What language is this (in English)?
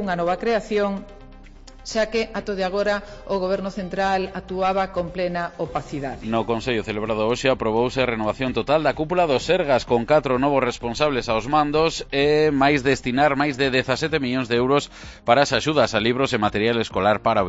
Galician